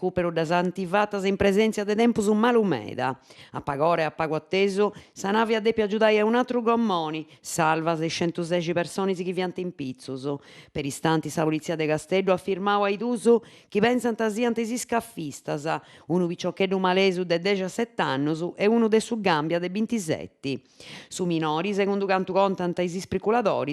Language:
Sardinian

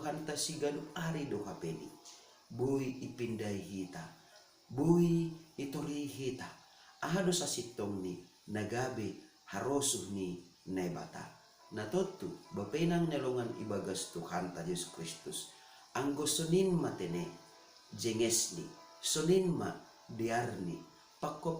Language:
Batak Simalungun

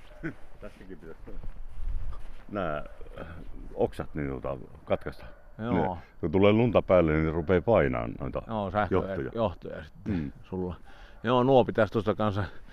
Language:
Finnish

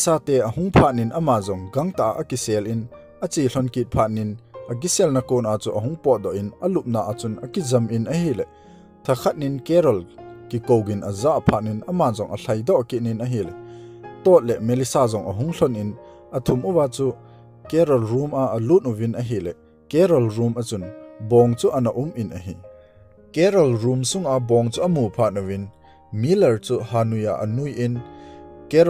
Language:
Thado Chin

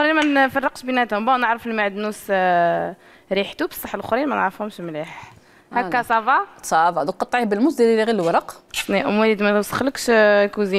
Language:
Algerian Arabic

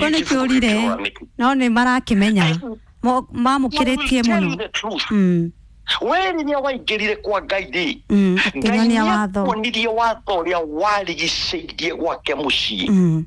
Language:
Kikuyu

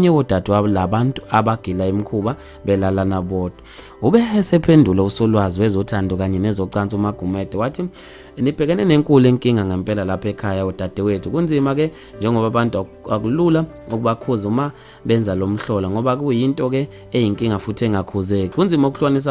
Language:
Zulu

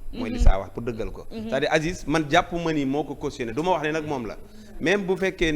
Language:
Wolof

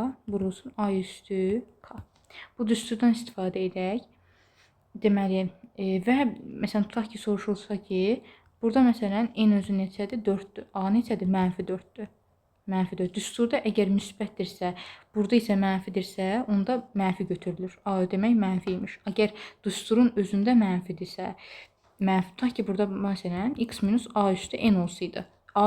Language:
Azerbaijani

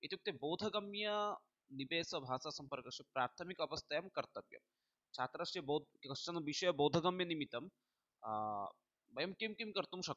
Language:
Sanskrit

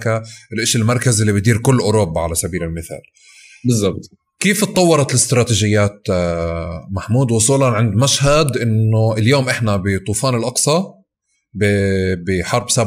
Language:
North Levantine Arabic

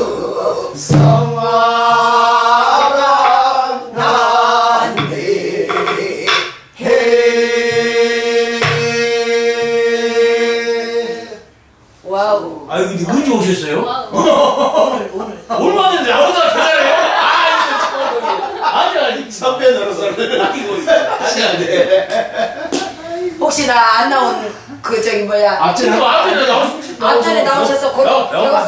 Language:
Korean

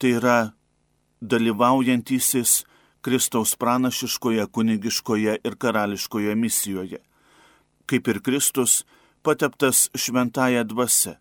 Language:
Lithuanian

